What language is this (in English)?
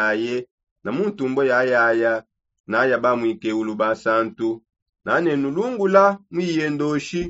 Songe